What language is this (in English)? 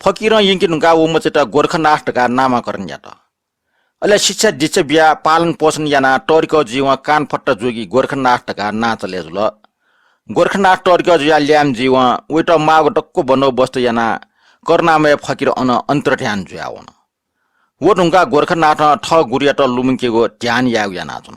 Newari